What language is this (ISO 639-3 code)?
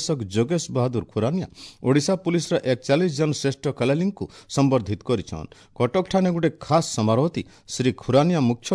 ori